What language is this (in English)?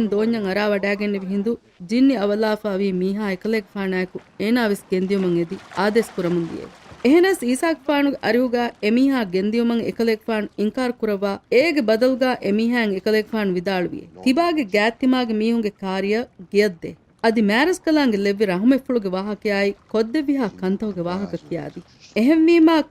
Divehi